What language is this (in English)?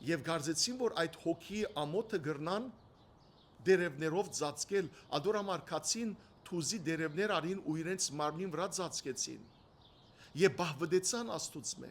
Western Armenian